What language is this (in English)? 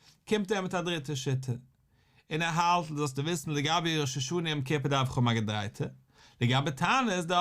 Yiddish